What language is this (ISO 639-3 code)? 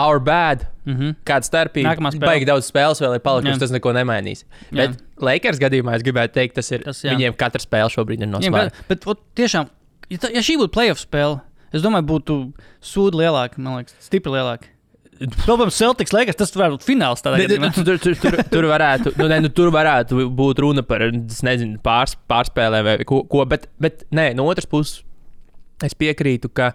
lav